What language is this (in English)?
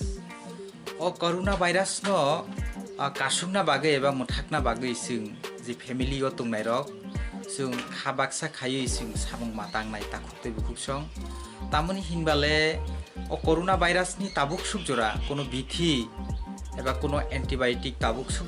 Kok Borok